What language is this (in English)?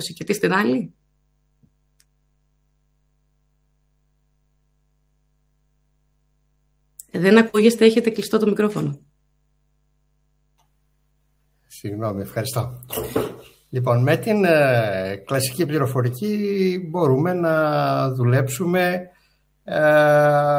Greek